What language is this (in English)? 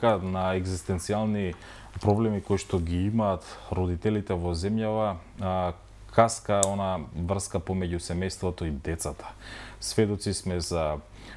Macedonian